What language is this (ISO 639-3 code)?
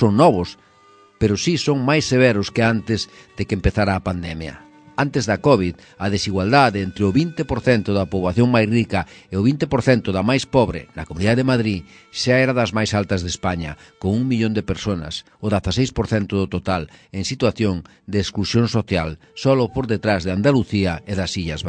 glg